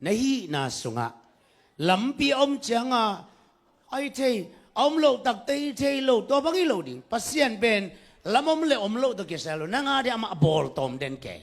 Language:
Tedim Chin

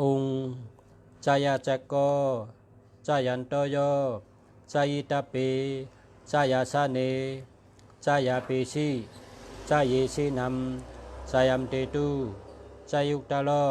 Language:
Shan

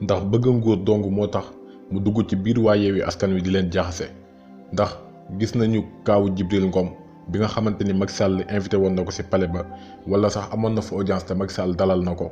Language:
Wolof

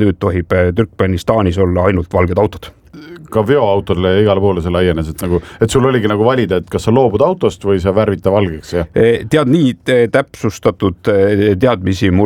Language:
Estonian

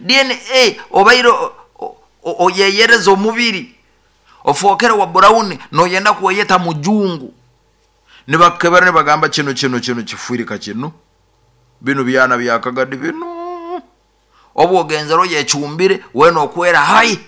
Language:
Nyoro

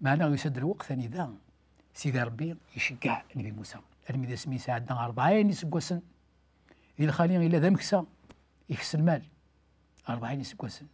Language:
Kabyle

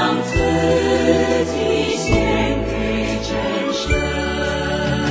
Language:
Chinese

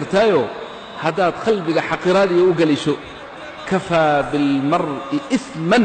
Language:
Somali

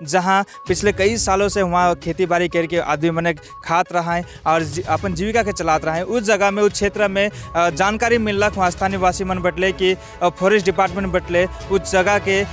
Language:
Sadri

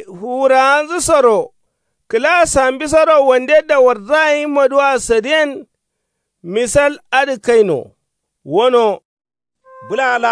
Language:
Kanuri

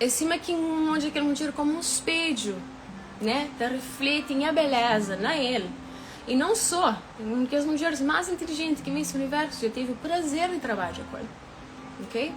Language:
Kabuverdianu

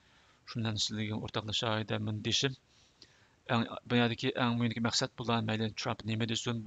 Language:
Uyghur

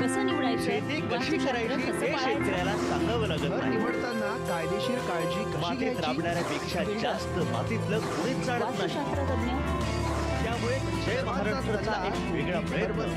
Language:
Marathi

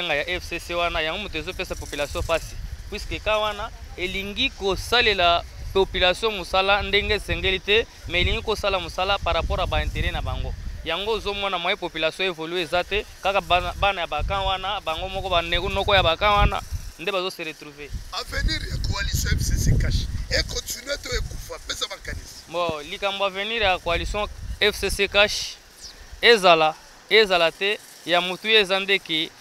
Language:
Lingala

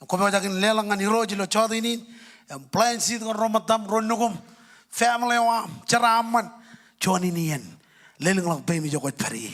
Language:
Marshallese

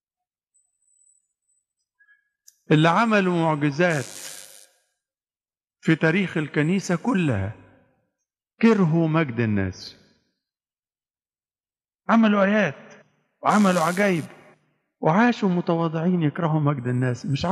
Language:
Egyptian Arabic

